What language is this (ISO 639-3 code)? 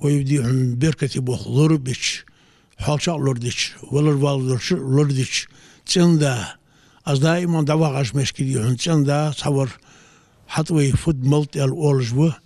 inh